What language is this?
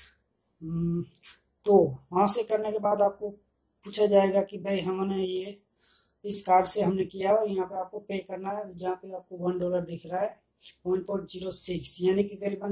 Hindi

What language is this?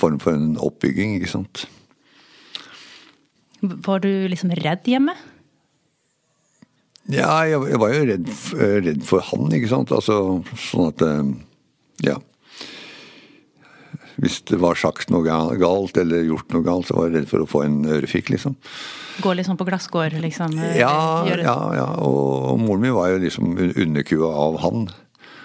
Norwegian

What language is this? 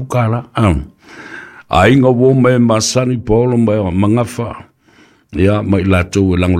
Samoan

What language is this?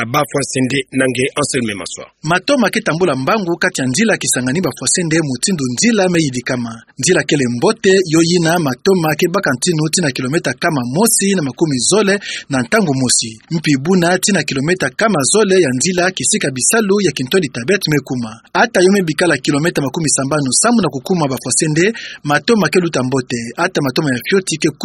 Kituba (Democratic Republic of Congo)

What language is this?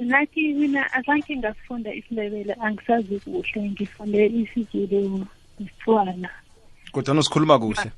South Ndebele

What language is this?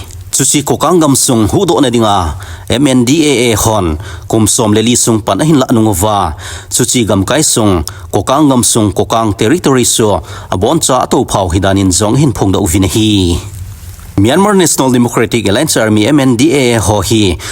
Thado Chin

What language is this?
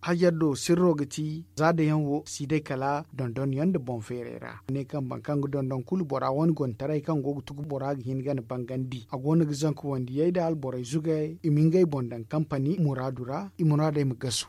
Zarma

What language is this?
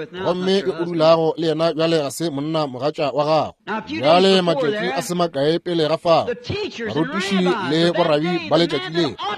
Northern Sotho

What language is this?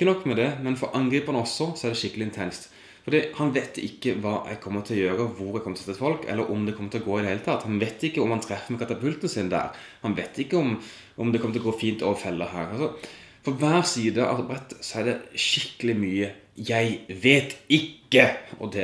Norwegian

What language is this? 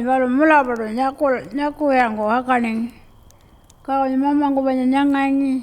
Pitjantjatjara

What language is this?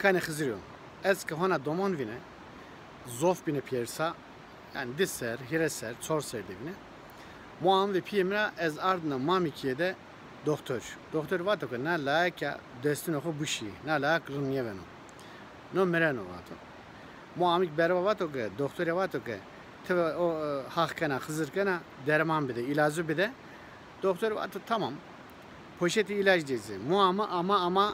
Zaza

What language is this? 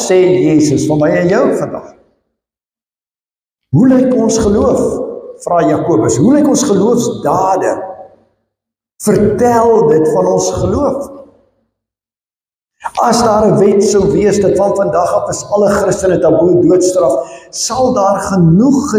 Afrikaans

